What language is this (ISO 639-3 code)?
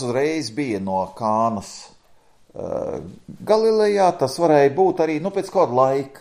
lav